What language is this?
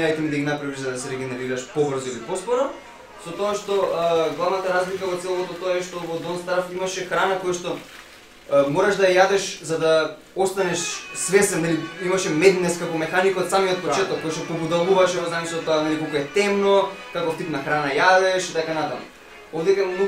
Macedonian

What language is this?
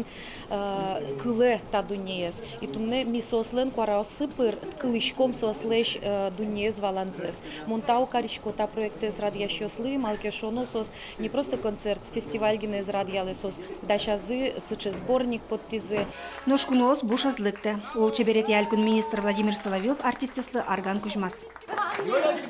Udmurt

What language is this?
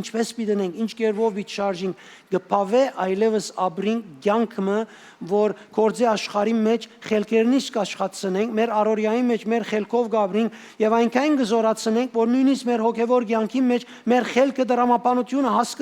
Western Armenian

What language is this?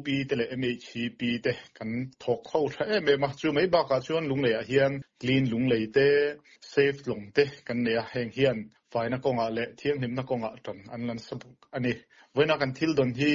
Mizo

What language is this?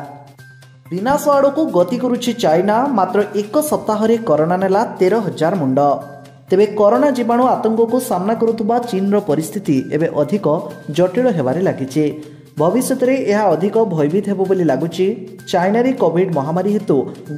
Odia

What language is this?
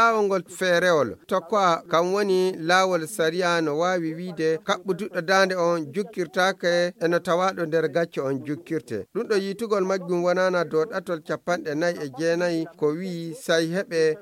Fula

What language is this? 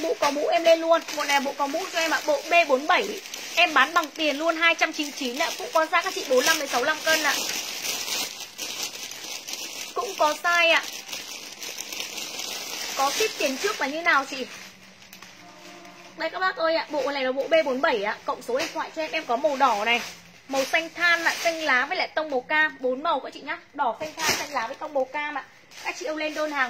Vietnamese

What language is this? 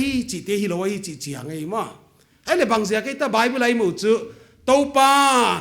Paite Chin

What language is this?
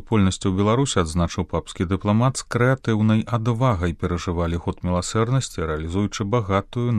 Belarusian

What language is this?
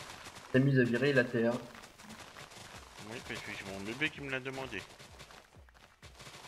French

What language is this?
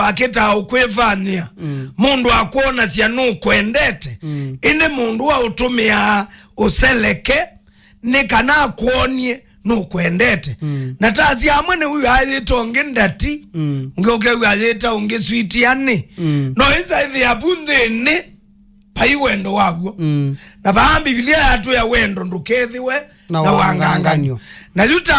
Kamba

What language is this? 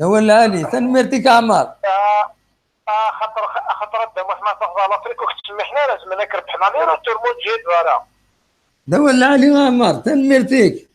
Kabyle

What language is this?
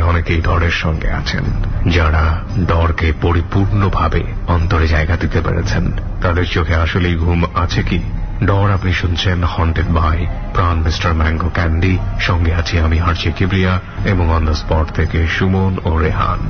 Bangla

